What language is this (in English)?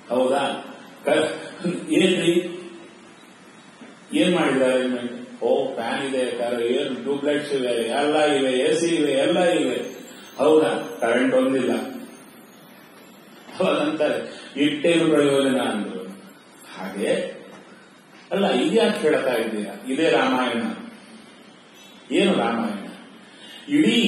Kannada